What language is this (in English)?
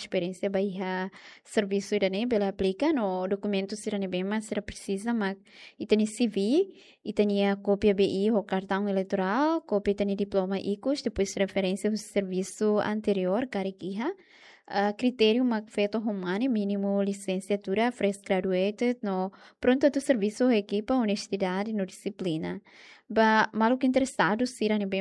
Tetum